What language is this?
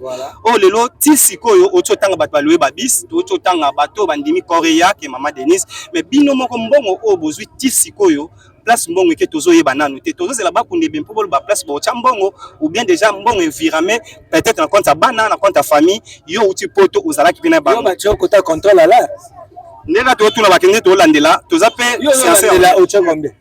Lingala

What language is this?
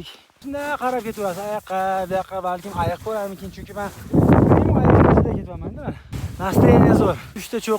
Uzbek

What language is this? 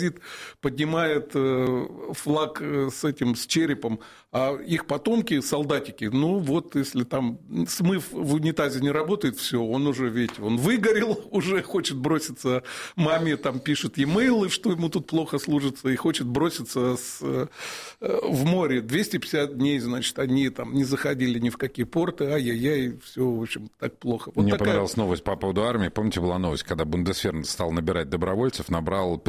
Russian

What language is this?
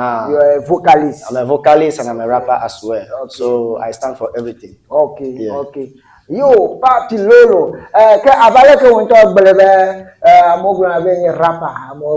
Ewe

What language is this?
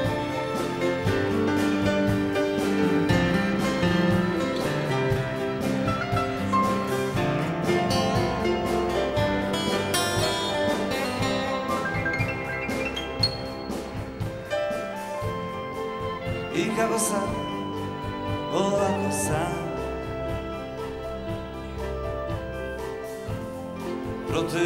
Croatian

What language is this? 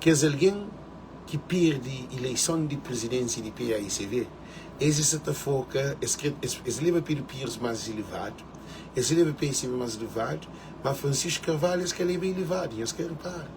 Kabuverdianu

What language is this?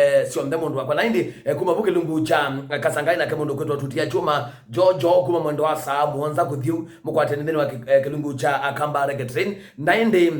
Kamba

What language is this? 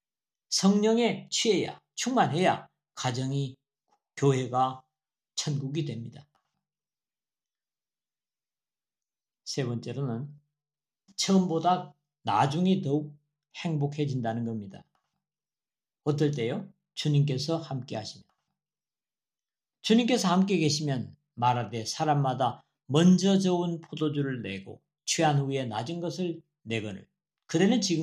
Korean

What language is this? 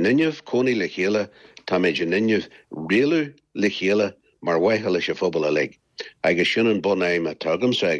Irish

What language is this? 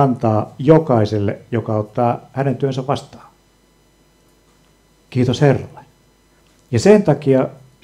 Finnish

